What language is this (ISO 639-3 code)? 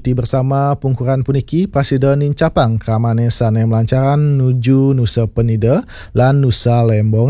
ban